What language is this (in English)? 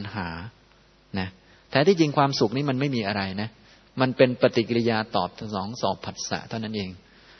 Thai